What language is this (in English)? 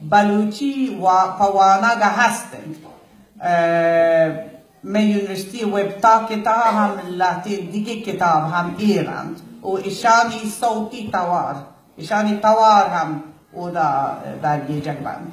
Baluchi